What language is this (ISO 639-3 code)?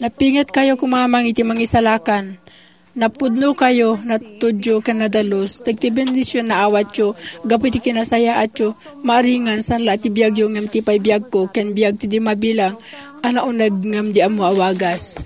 ilo